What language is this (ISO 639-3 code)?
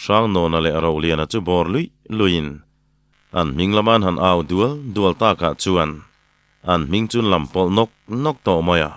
lus